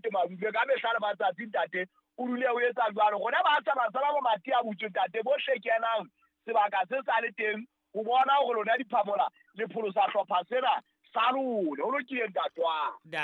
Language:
Southern Sotho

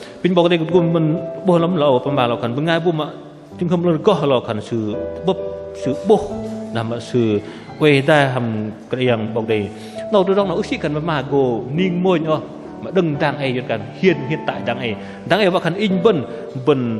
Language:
Bahnar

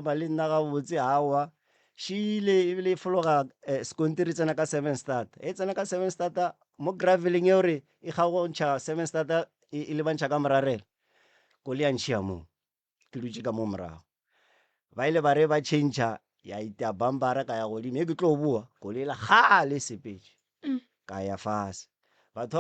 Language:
Northern Sotho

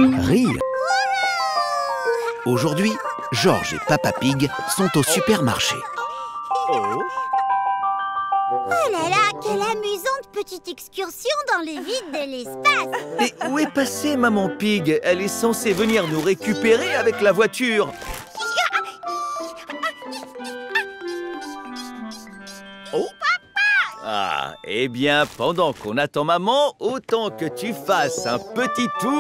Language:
French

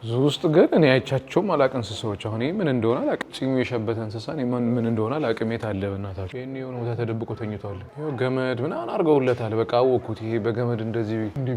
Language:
Amharic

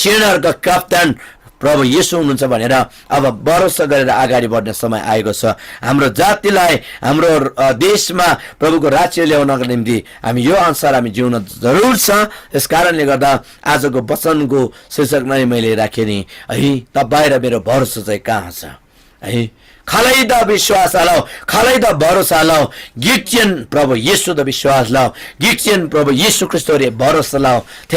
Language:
Eastern Tamang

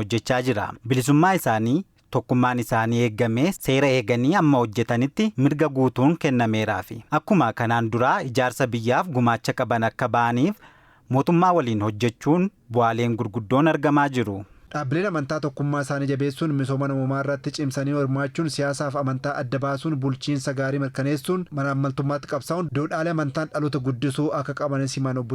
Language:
Oromo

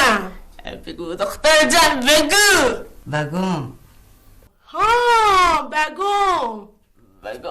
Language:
Baluchi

